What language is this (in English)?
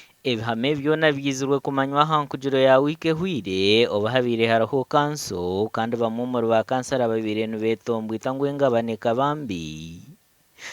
Nyankole